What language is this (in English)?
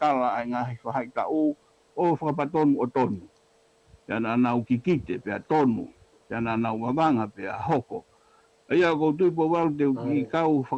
Tongan